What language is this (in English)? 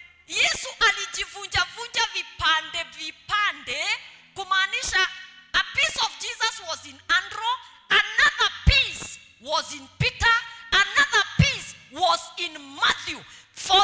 Swahili